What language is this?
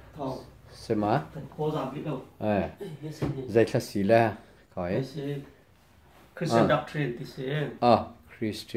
Hakha Chin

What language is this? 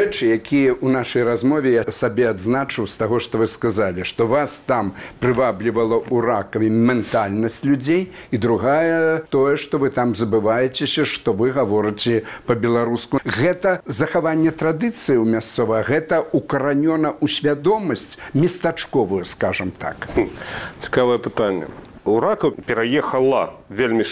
Belarusian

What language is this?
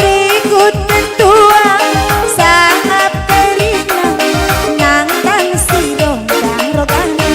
Batak Karo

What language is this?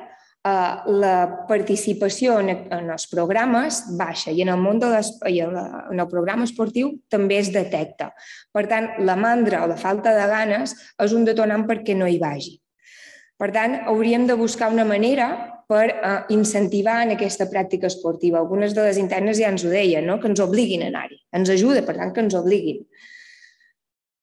Catalan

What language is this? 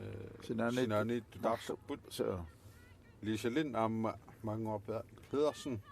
Kalaallisut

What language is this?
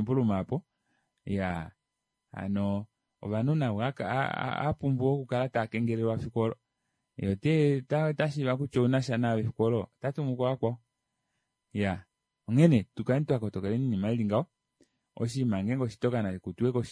Kuanyama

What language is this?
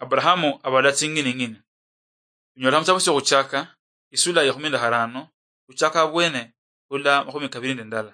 Luyia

